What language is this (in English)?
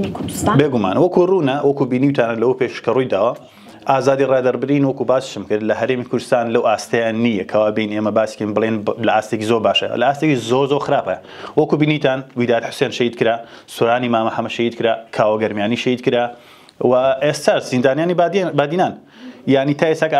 Central Kurdish